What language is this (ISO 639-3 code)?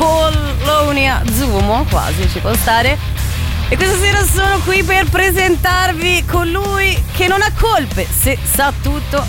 ita